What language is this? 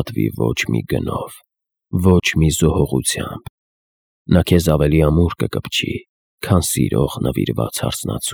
Armenian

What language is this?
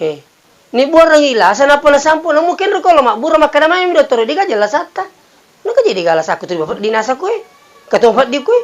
Buginese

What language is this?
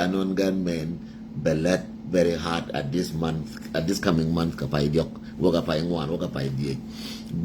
Nuer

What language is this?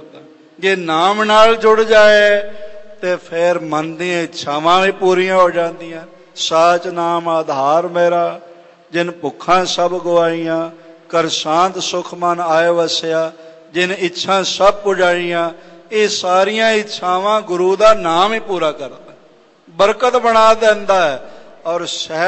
Punjabi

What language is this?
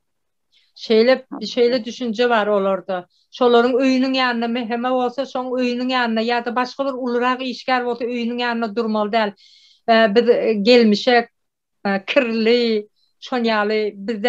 Turkmen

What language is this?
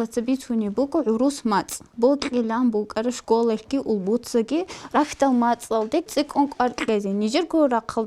Avaric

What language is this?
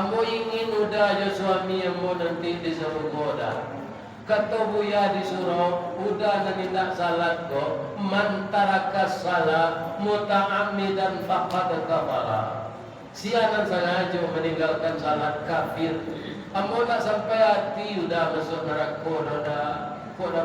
Minangkabau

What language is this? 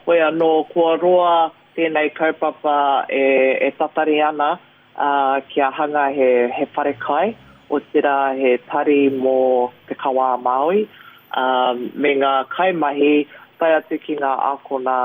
Māori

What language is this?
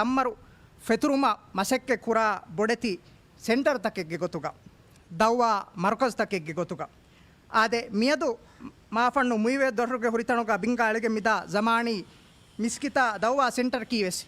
Divehi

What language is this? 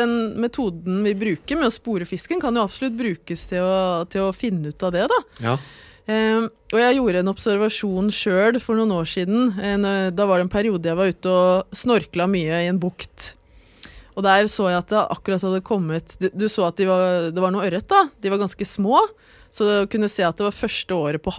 Norwegian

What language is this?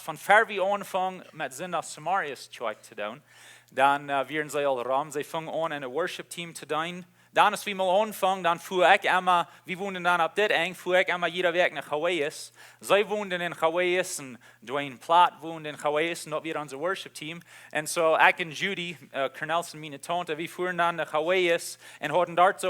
Plautdietsch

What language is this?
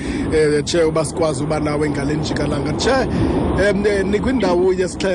Xhosa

